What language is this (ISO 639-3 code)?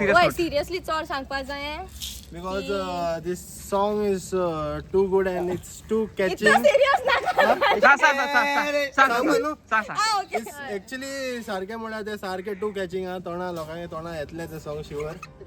kok